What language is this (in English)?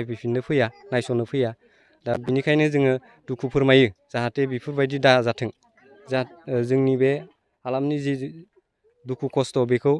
Bodo